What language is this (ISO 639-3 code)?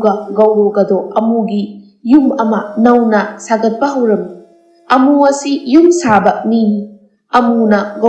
mni